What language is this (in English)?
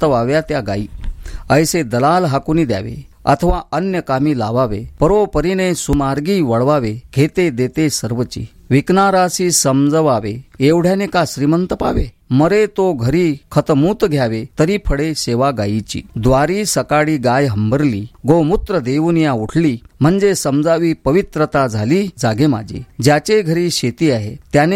Marathi